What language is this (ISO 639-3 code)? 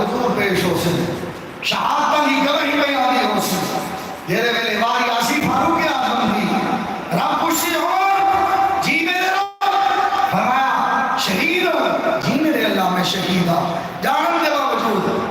skr